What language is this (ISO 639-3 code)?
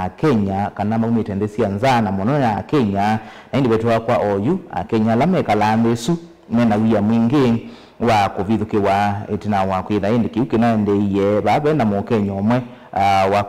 kam